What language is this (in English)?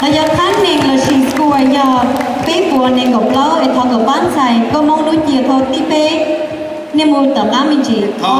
Hmong